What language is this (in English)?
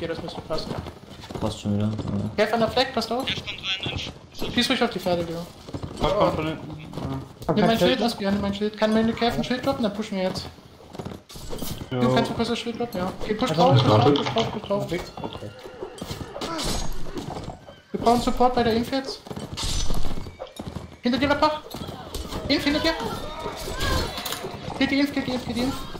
German